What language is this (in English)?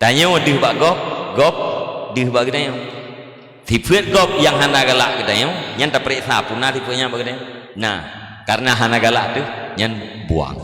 Achinese